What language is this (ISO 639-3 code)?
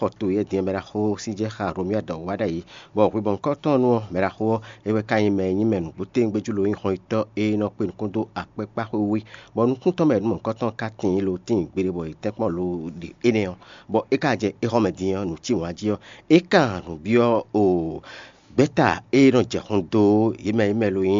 fon